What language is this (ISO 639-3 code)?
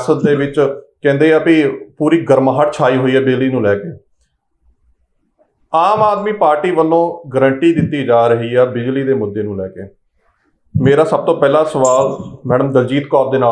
pan